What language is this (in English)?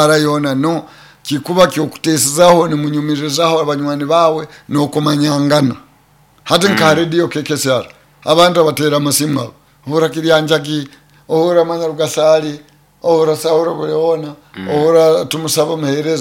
Nyoro